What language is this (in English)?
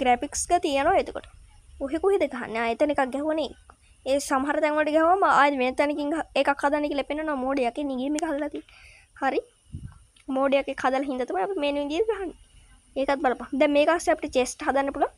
Sinhala